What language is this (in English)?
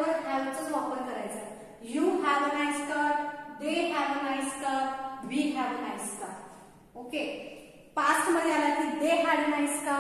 Marathi